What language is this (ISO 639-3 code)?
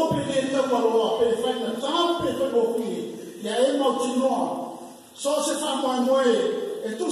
smo